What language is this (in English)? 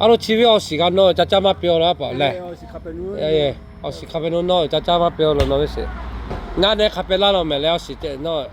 Lahu